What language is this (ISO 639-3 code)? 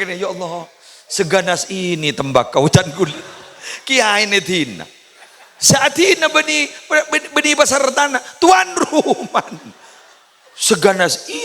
mad